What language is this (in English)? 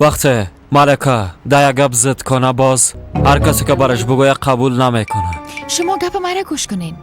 Persian